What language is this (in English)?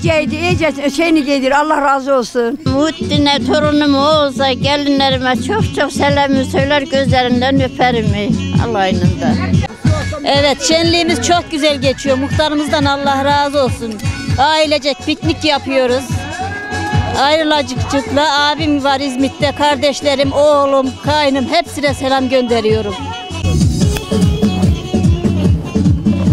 Turkish